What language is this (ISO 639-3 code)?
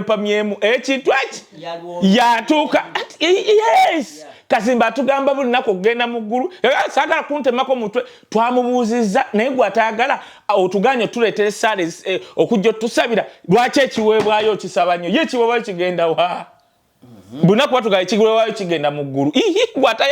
lug